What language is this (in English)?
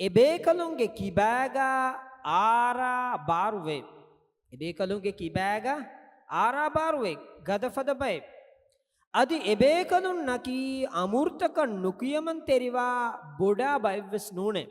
Divehi